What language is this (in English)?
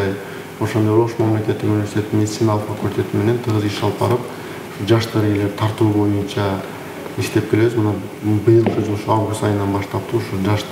Kyrgyz